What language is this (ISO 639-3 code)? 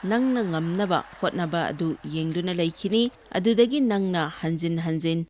mni